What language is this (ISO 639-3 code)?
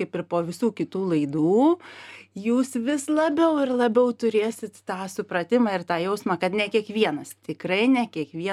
lit